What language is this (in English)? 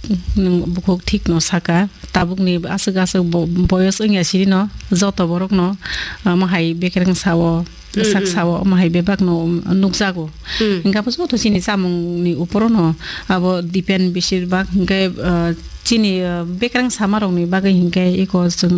Kok Borok